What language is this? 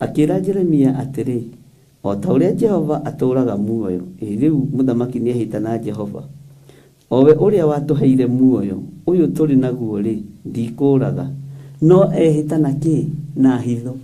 Kikuyu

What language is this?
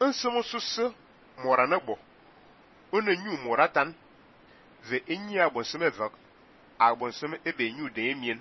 Fang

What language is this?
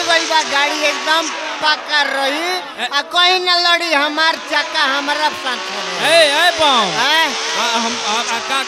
Bhojpuri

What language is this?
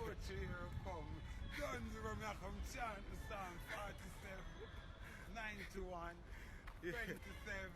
Jamaican Creole English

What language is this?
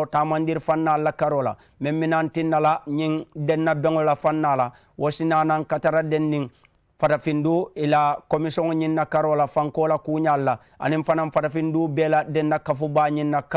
Mandingo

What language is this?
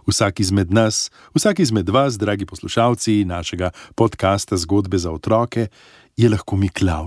Slovenian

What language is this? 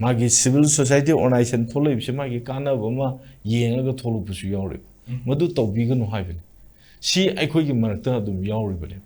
Manipuri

